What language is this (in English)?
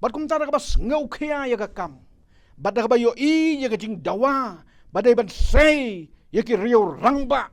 Khasi